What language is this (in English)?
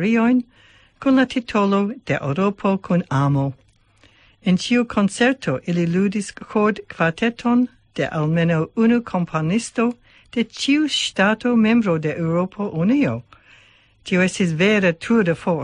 Esperanto